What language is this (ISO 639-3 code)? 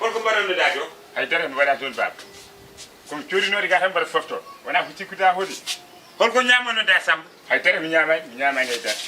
ful